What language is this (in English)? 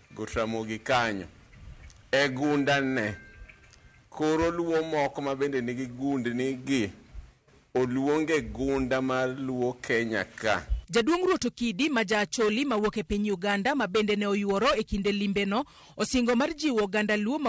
Luo (Kenya and Tanzania)